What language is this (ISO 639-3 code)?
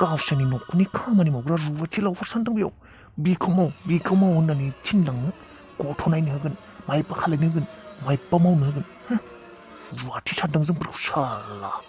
brx